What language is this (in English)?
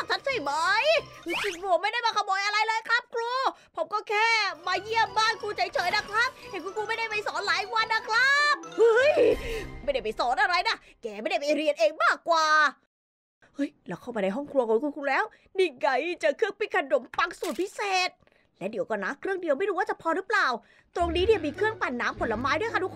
Thai